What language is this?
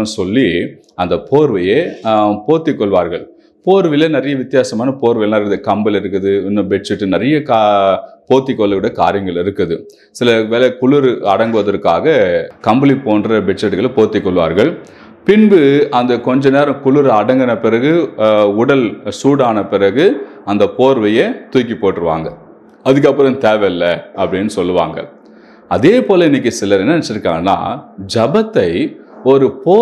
Tamil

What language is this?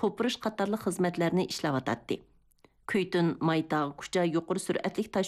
Uyghur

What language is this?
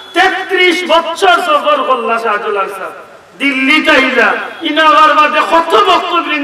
Sylheti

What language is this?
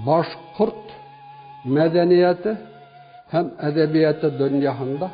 Bashkir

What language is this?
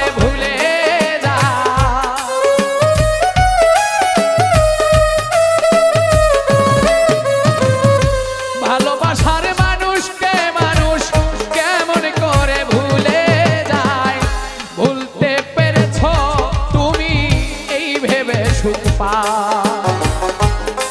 Bangla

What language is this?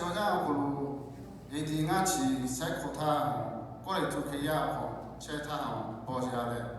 Lahu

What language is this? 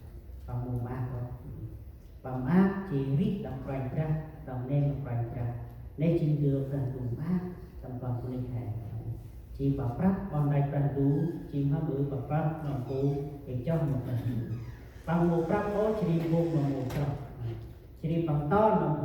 Central Mnong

